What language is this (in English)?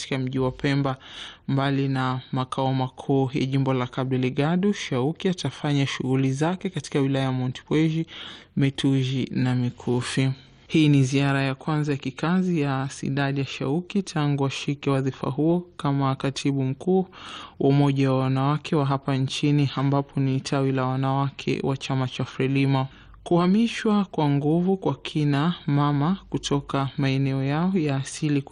Swahili